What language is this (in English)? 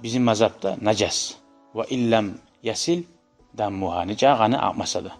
Kumyk